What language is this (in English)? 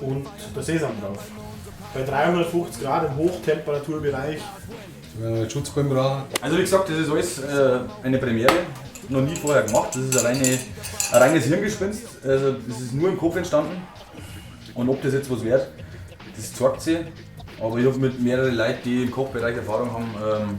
Bavarian